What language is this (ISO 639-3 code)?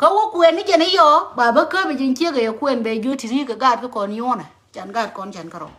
nus